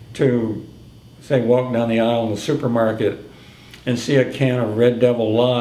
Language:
English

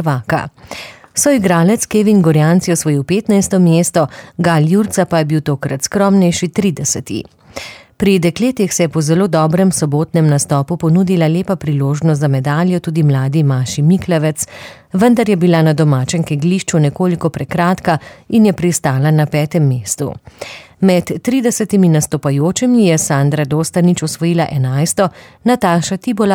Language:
Slovenian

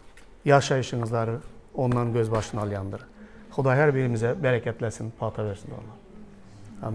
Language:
Turkmen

